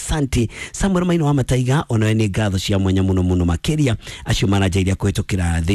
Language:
Kikuyu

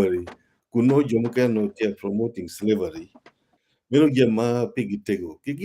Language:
Acoli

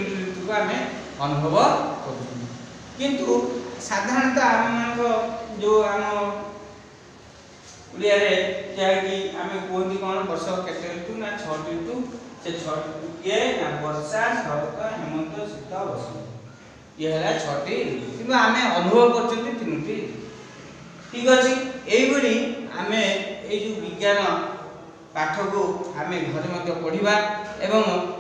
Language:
Odia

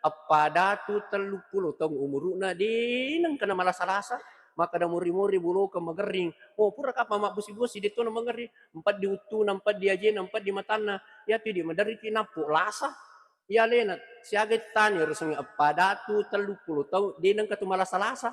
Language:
Buginese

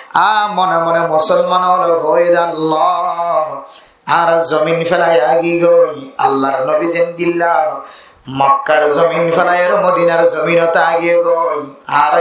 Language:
Rohingya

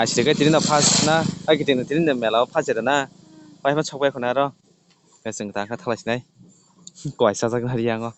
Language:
Kok Borok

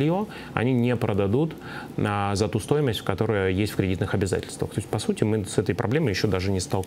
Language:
Russian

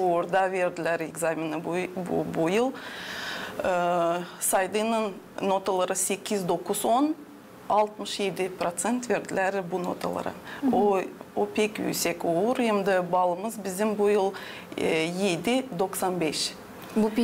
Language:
Gagauz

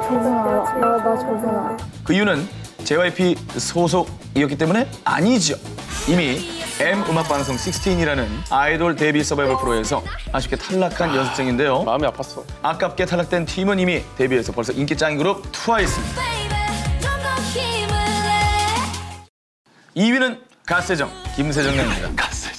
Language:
Korean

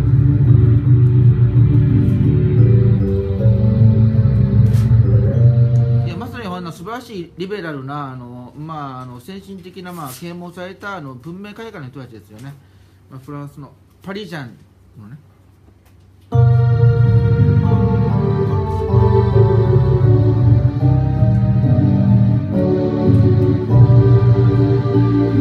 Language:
Japanese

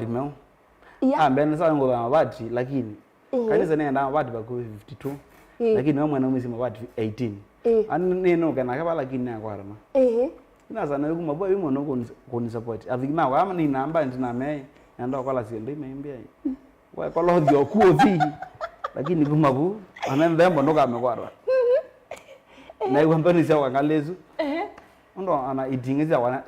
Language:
Kamba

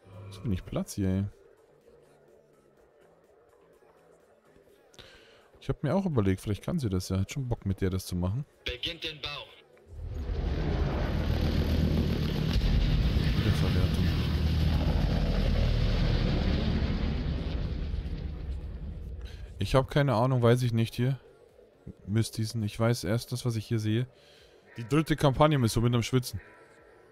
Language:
German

